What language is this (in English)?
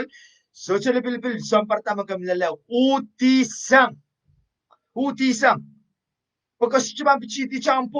Pohnpeian